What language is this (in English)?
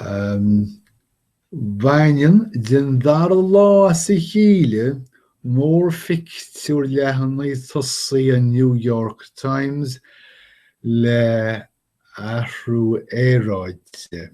Irish